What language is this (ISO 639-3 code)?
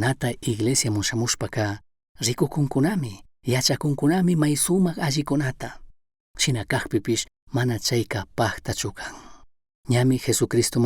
qug